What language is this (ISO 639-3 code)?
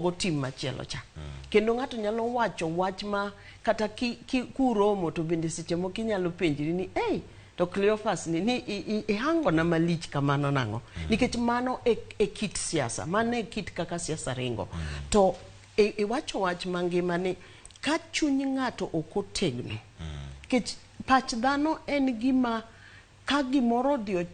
luo